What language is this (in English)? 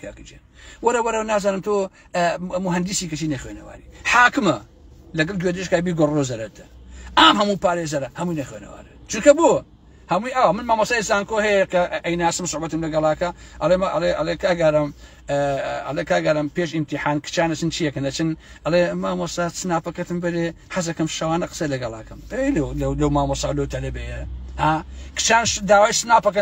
Central Kurdish